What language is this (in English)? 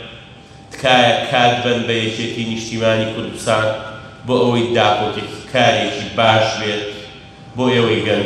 Central Kurdish